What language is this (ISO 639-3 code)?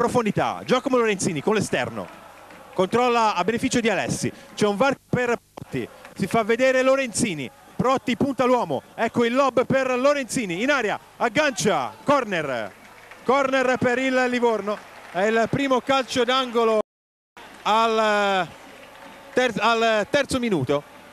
ita